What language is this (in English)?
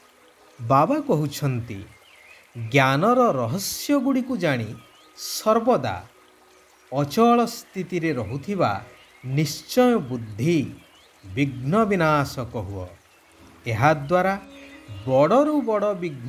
Odia